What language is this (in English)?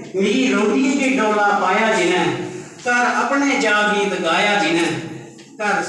Dogri